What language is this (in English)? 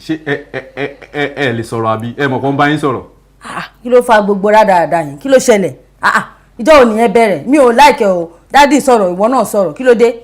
Yoruba